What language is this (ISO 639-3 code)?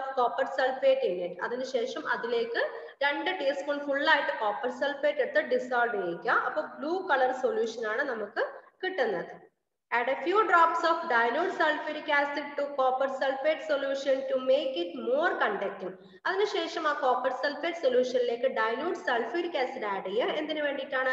mal